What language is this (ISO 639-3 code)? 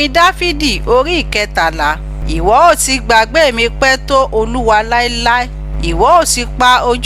yor